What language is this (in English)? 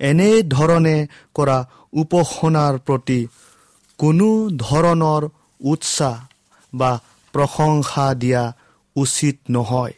Assamese